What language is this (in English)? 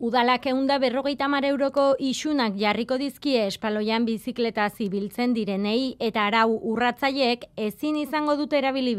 Basque